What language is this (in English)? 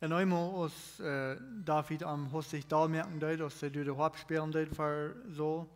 Plautdietsch